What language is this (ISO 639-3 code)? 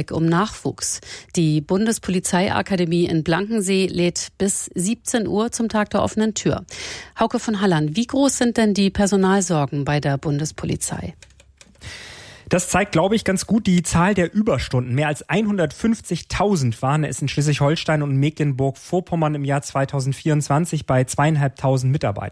deu